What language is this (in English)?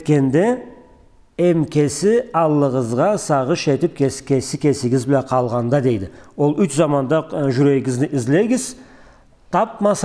Karachay-Balkar